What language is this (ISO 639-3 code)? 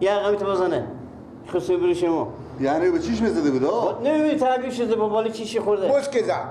fas